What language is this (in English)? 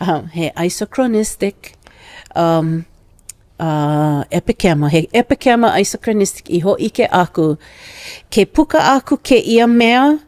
Hawaiian